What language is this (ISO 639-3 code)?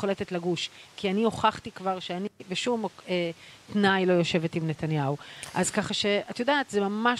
heb